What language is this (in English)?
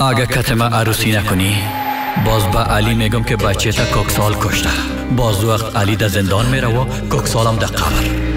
Persian